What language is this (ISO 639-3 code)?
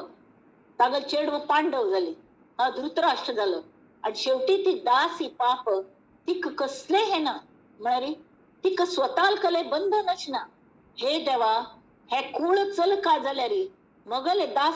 kok